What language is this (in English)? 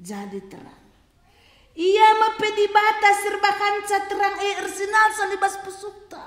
Batak Karo